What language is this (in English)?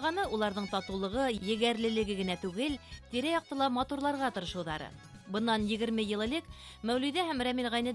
Bashkir